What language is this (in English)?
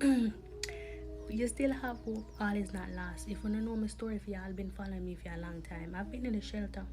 Jamaican Creole English